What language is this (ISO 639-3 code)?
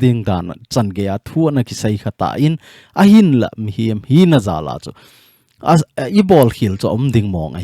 tcz